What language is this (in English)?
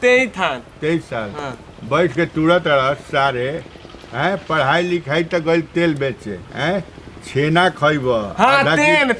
Bhojpuri